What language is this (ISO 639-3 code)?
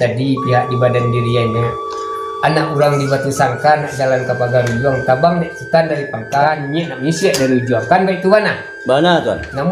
min